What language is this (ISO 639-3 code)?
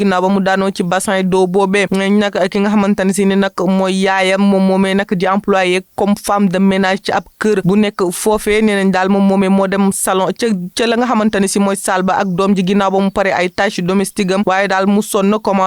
wol